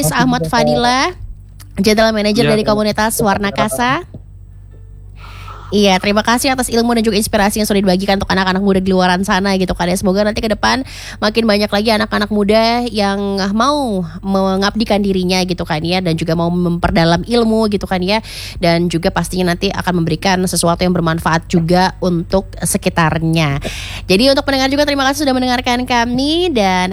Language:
Indonesian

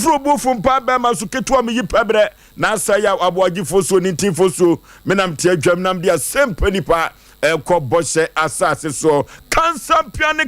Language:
Akan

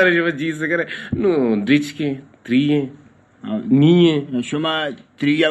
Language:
Eastern Balochi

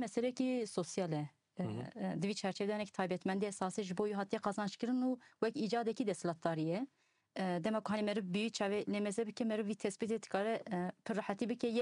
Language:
Kurdish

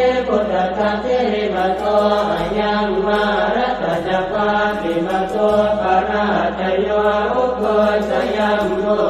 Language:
Pali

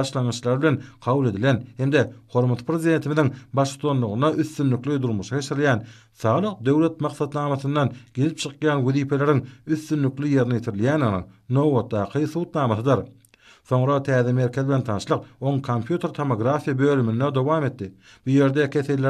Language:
Turkmen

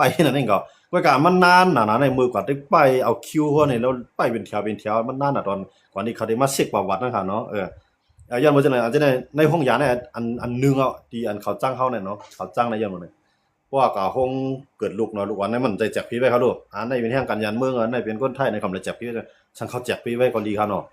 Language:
Shan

